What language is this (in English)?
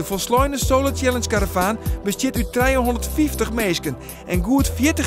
Western Frisian